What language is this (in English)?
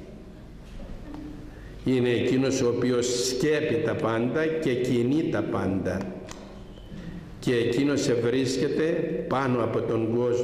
Greek